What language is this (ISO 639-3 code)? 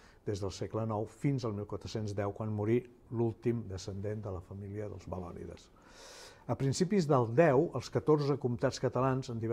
cat